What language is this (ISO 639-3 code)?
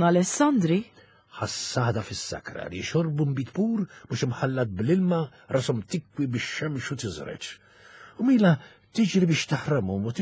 mlt